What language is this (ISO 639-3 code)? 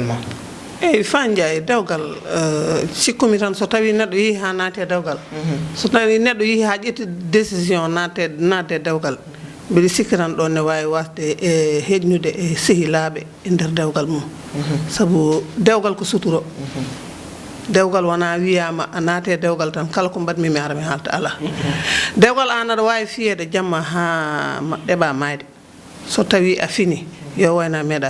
ful